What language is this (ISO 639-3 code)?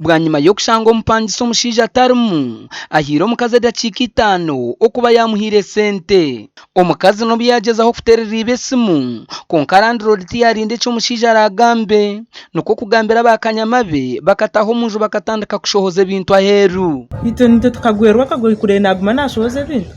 nyn